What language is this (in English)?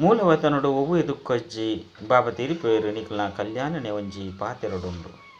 Tulu